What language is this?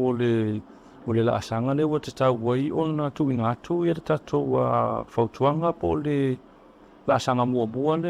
Samoan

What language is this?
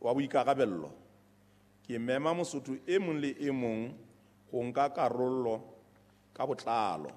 Southern Sotho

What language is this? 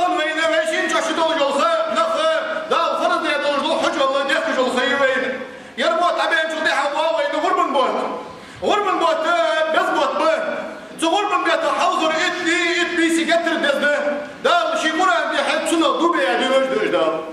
Ingush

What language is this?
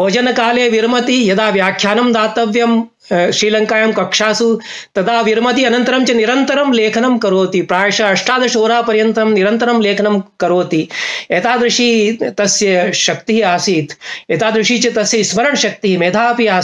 Sanskrit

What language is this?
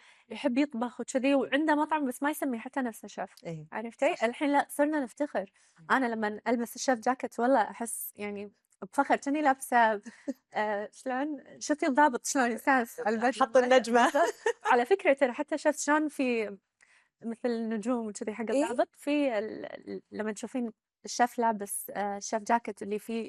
Gulf Arabic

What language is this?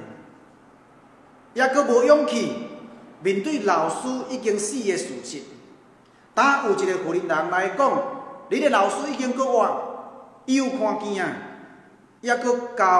Min Nan Chinese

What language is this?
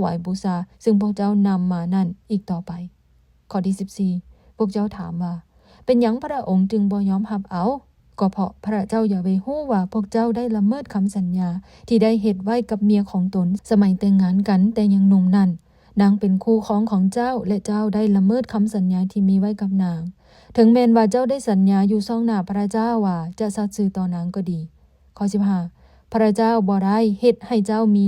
Lao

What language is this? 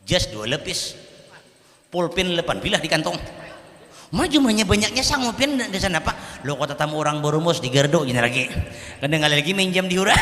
Banjar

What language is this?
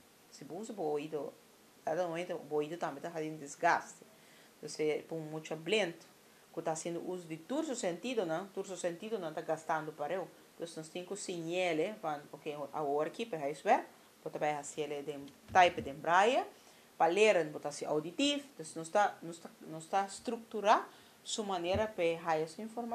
Papiamento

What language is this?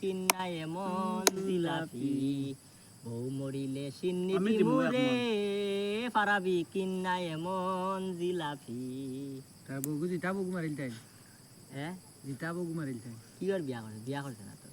Sylheti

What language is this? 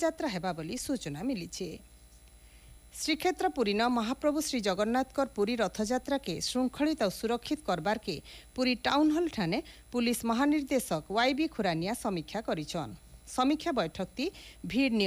Odia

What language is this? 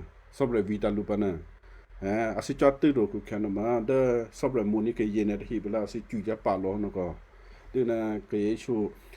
Western Kayah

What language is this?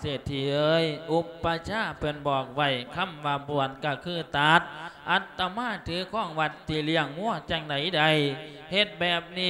Lao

